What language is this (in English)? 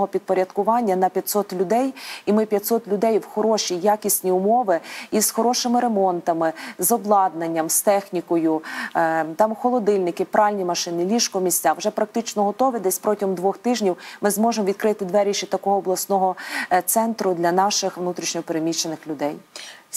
Ukrainian